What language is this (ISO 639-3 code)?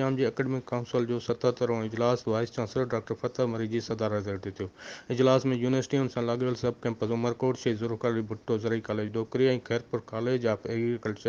snd